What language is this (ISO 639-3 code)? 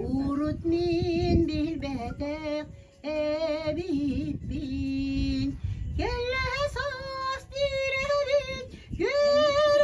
sah